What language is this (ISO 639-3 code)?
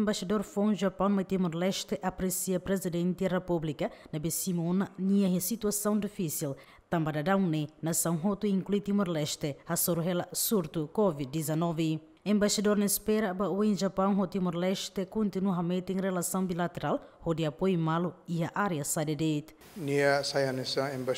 tet